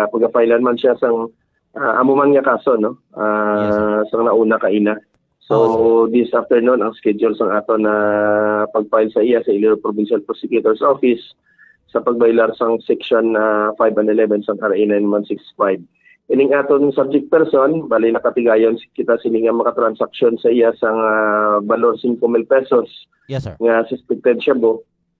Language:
Hiligaynon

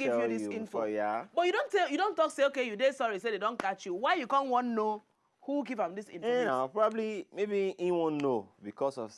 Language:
Nigerian Pidgin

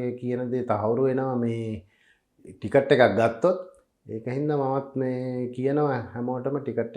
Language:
Sinhala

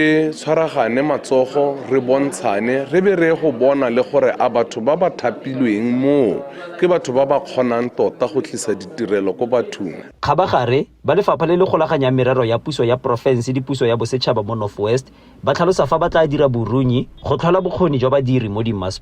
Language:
Tswana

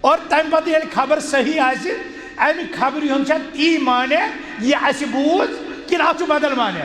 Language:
Kashmiri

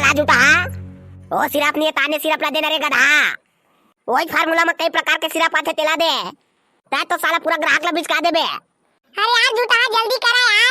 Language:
Chhattisgarhi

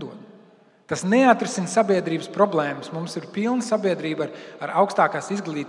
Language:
Latvian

